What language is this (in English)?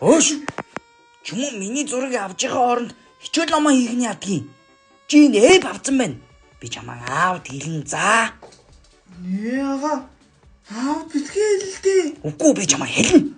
Mongolian